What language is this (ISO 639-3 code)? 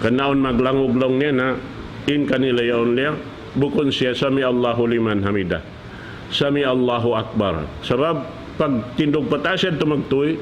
tsg